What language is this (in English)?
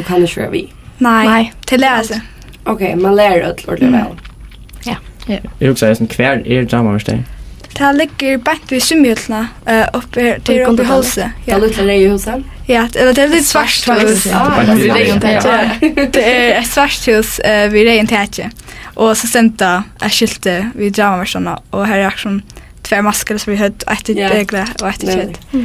Faroese